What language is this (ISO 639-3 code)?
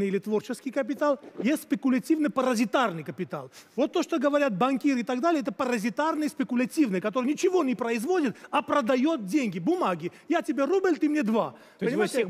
rus